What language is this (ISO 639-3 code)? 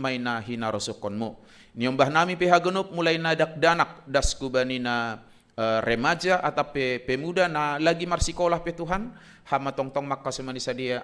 bts